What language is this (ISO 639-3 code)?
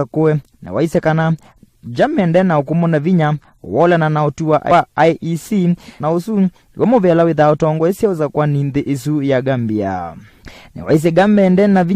kam